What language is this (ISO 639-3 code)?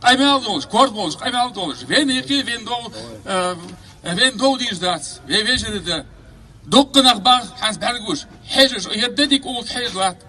che